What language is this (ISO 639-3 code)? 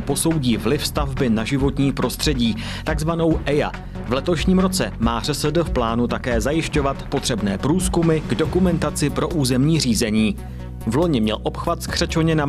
ces